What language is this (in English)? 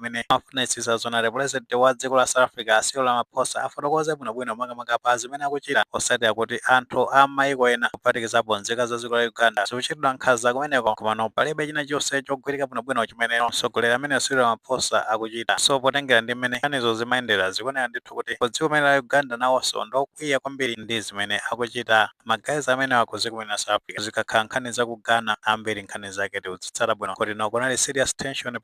Nyanja